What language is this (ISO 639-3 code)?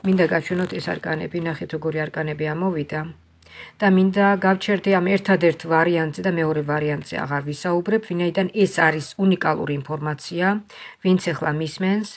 kat